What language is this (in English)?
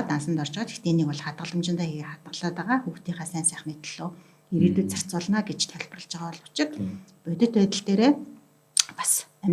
Mongolian